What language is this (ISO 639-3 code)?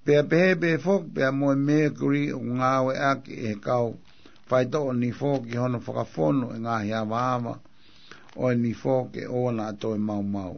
ton